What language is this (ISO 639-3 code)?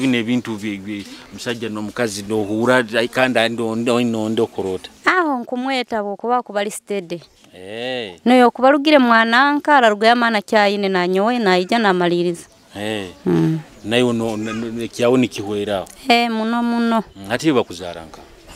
nyo